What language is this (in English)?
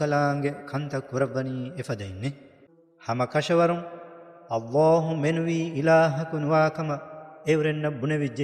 Divehi